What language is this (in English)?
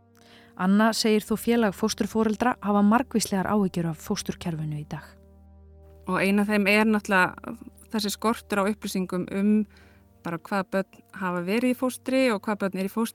Icelandic